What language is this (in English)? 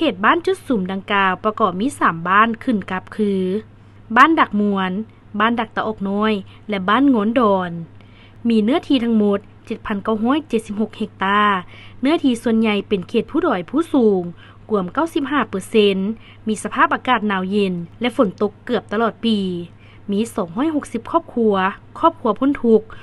Lao